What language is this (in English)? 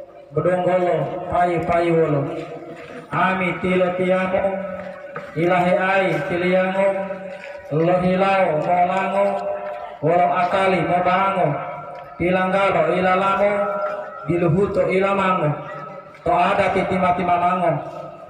Gorontalo